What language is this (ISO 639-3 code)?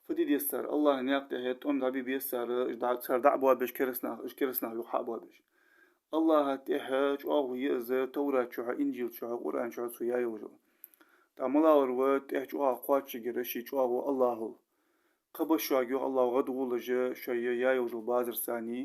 inh